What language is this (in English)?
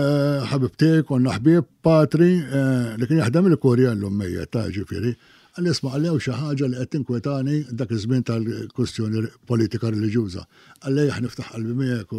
Maltese